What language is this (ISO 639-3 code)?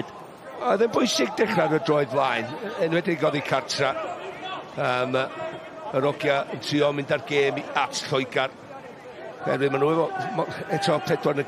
cym